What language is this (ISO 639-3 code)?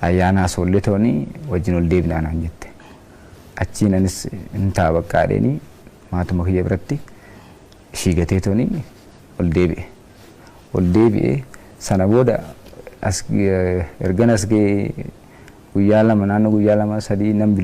orm